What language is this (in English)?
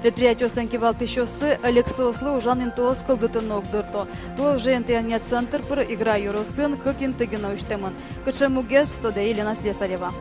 Udmurt